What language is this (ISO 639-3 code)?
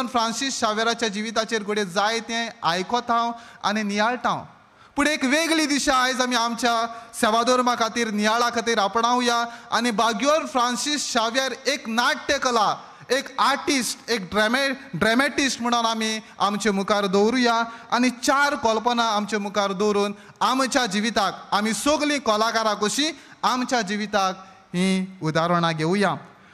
kok